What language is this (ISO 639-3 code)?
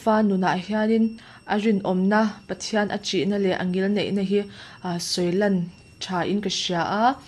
lus